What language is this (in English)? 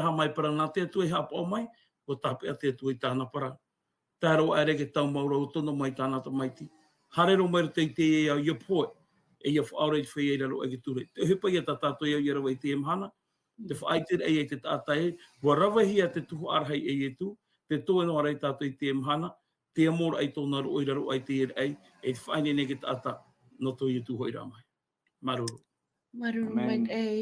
Tahitian